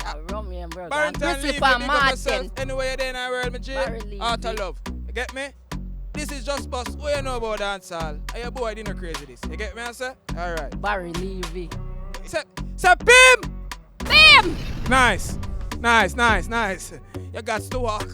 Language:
Jamaican Creole English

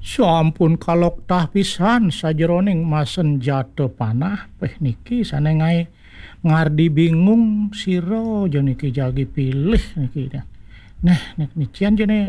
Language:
Balinese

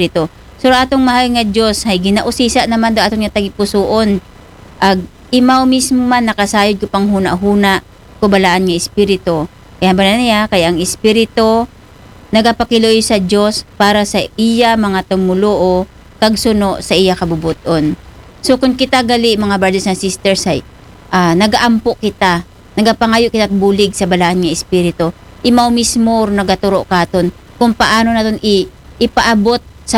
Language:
Aklanon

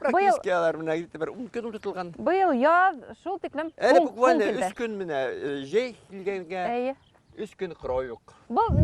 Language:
Bashkir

